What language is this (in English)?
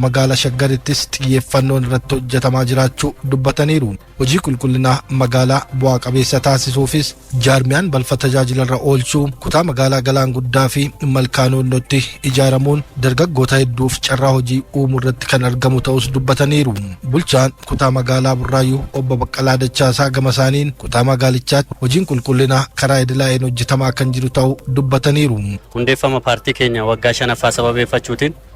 Oromo